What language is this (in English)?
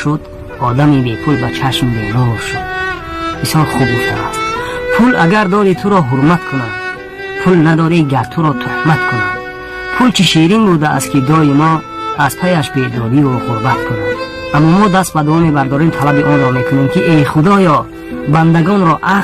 Tajik